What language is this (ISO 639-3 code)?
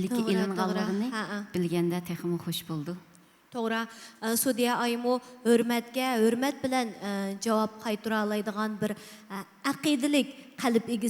uig